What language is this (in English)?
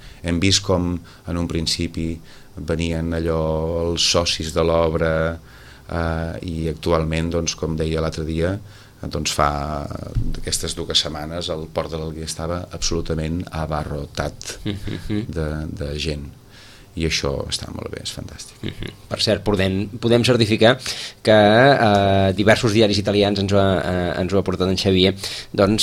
Catalan